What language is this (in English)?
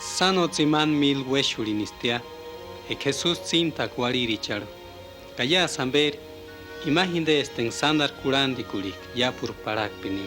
Purepecha